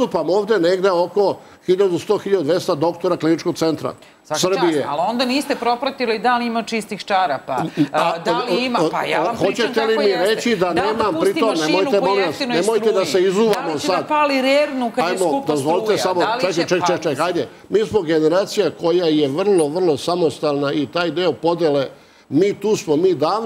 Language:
Serbian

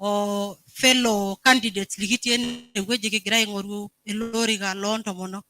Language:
Masai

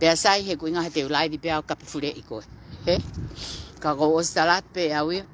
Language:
Tongan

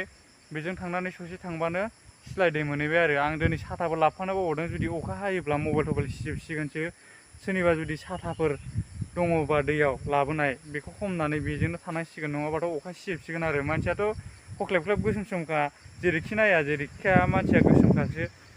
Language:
Bodo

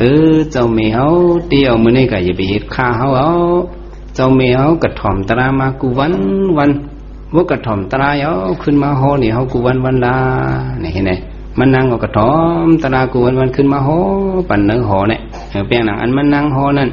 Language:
Shan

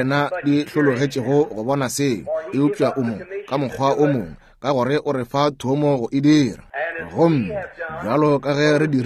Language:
Northern Sotho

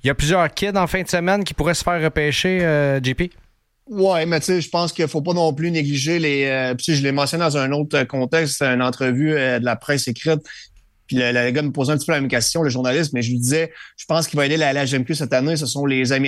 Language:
French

